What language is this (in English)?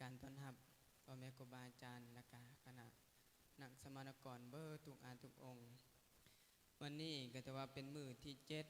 Lao